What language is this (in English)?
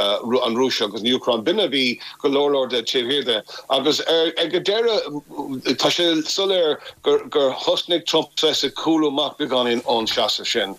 Irish